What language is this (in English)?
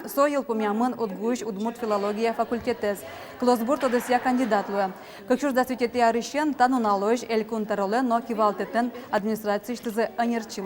Udmurt